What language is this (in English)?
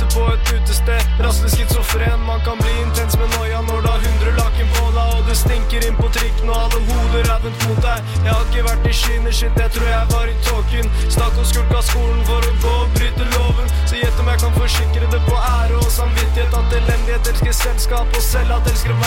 Norwegian